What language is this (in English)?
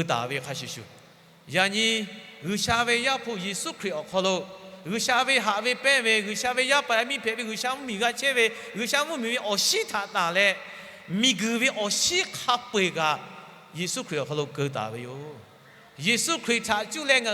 Lahu